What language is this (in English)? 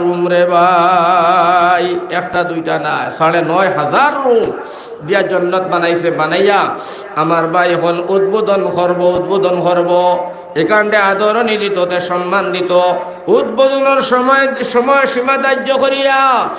Sylheti